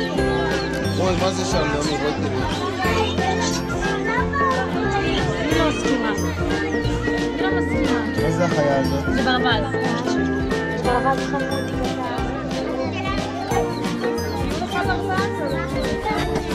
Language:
Hebrew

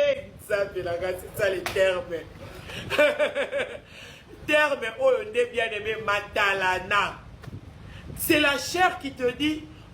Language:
Lingala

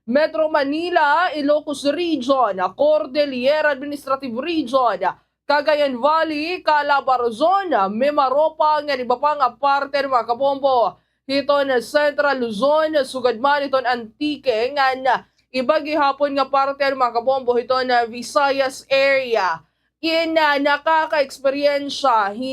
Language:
Waray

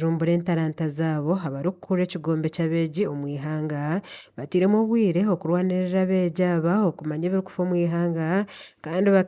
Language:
Nyankole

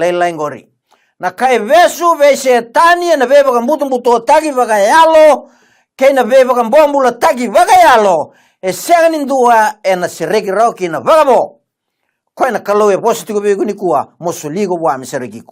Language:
Fijian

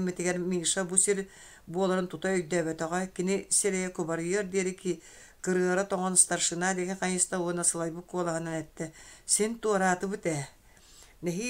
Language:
Yakut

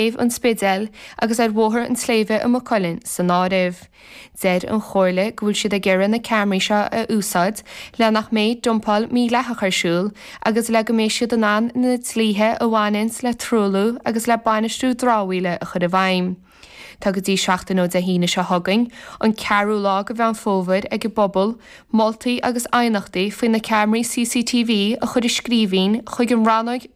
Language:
Irish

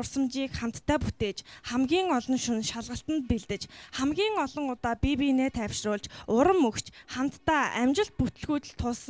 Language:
Mongolian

